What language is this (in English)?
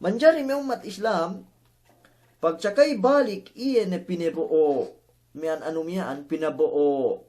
Yakan